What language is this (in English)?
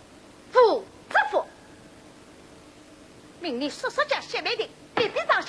Wu Chinese